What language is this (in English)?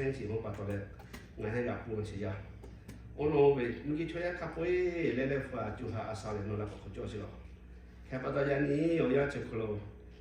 Lahu